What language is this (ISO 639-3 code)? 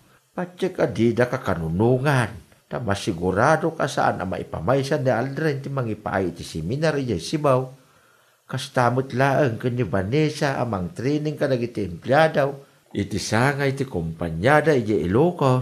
ilo